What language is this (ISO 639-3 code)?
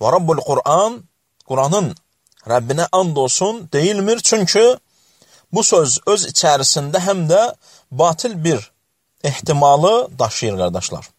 aze